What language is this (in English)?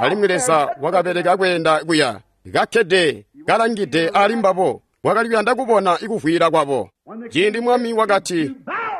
Tonga (Zambia)